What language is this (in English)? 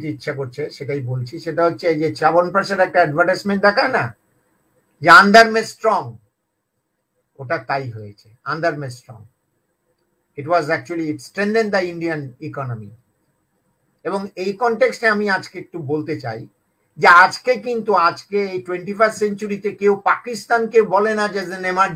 Bangla